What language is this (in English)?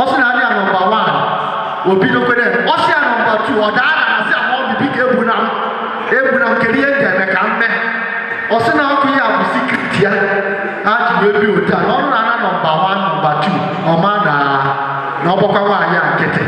Igbo